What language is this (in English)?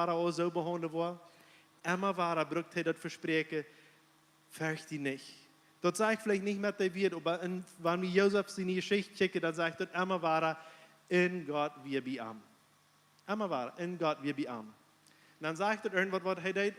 Plautdietsch